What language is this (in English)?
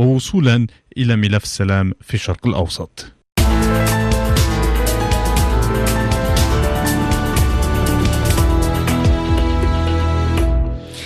Arabic